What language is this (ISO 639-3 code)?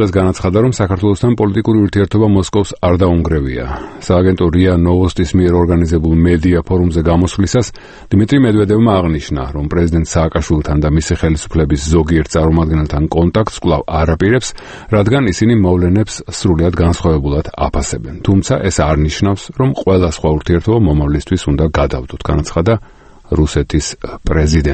kat